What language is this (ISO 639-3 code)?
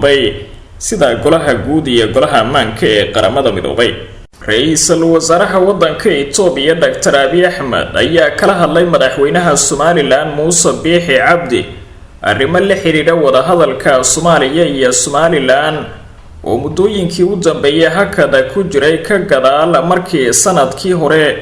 som